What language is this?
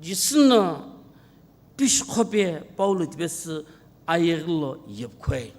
Sumi Naga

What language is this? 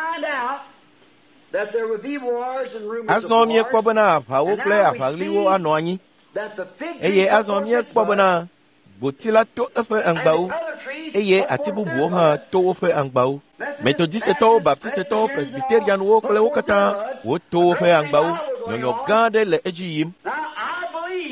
Ewe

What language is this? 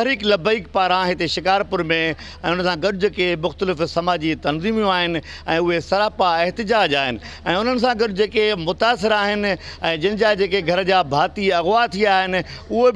Sindhi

